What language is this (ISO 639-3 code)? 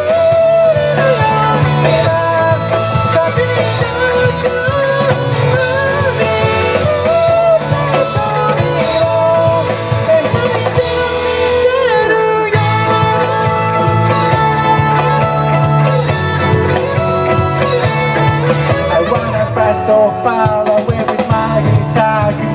jpn